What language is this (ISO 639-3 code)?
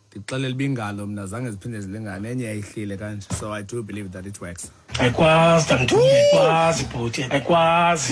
xho